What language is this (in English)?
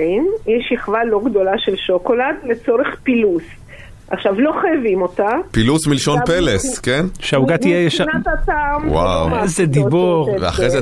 Hebrew